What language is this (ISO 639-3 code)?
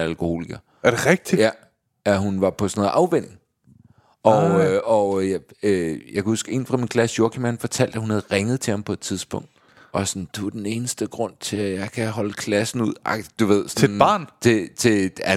dan